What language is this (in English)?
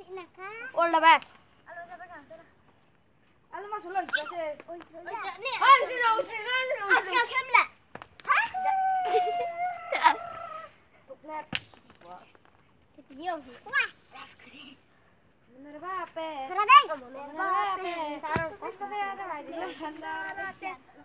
Malay